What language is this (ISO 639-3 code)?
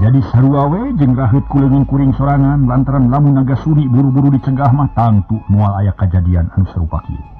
sun